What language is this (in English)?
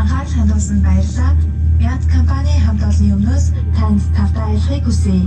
Mongolian